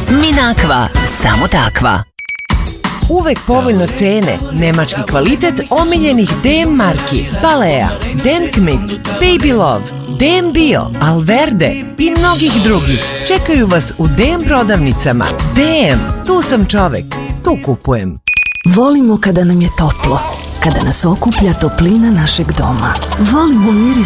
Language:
Serbian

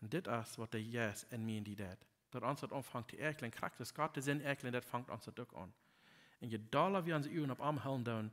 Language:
Plautdietsch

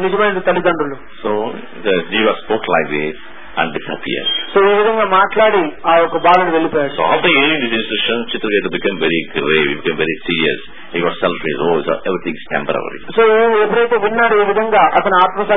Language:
Telugu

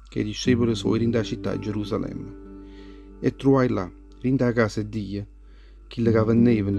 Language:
Neapolitan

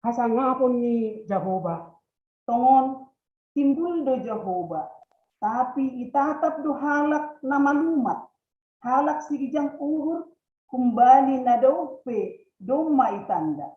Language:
Batak Simalungun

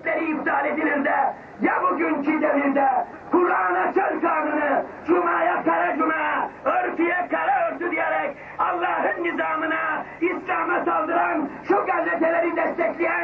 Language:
Turkish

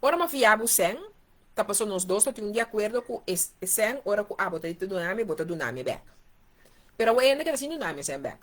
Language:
Papiamento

